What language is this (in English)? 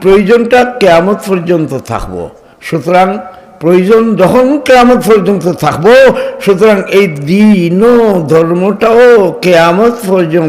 Sylheti